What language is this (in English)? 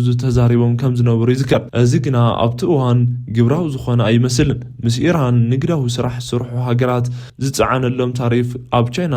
Tigrinya